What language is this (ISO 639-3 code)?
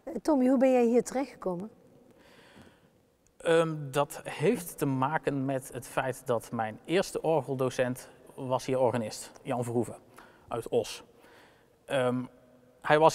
nld